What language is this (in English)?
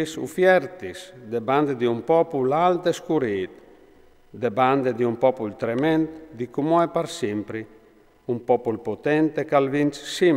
Friulian